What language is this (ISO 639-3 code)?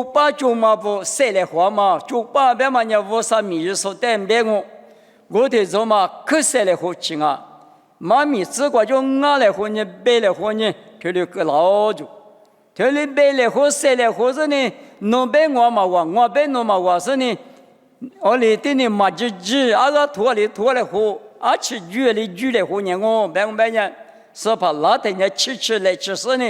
lis